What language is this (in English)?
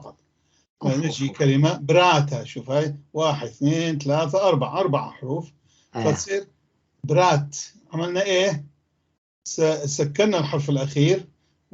North Levantine Arabic